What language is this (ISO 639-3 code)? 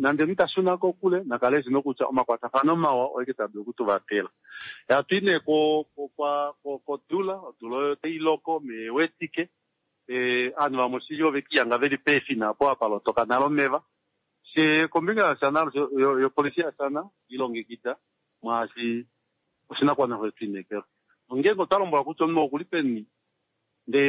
kua